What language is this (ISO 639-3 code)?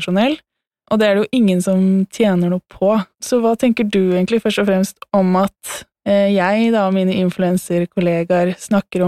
nor